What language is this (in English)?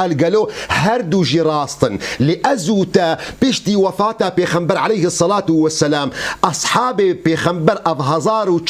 Kurdish